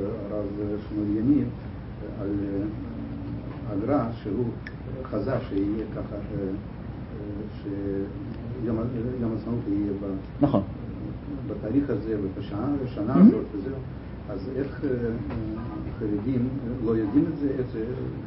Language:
Hebrew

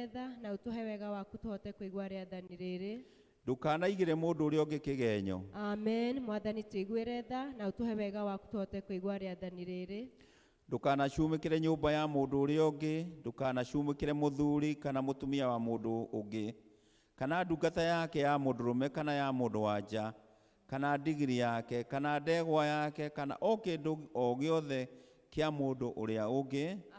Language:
Kikuyu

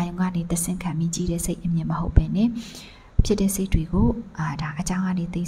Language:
Burmese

